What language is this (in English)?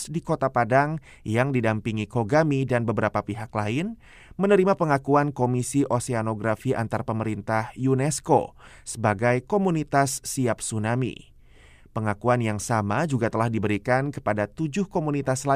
Indonesian